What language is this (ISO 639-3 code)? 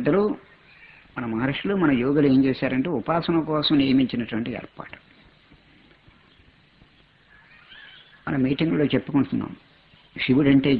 tel